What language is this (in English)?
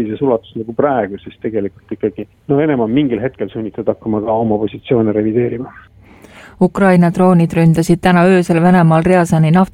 Estonian